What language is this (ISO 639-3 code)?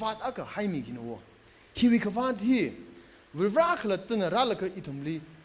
nmf